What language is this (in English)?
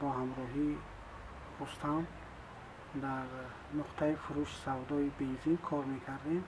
Tajik